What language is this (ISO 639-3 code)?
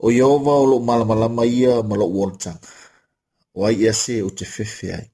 smo